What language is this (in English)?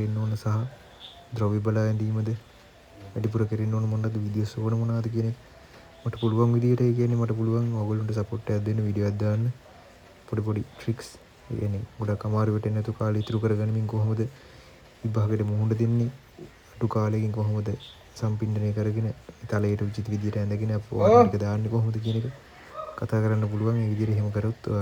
Sinhala